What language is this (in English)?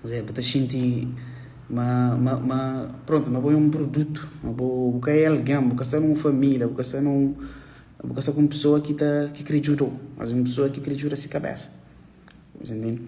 Kabuverdianu